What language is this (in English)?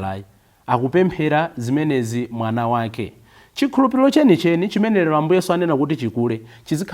Nyanja